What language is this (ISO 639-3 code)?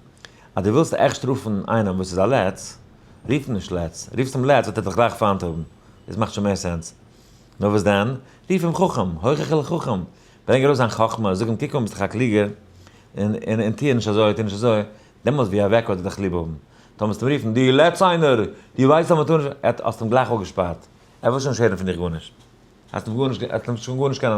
yid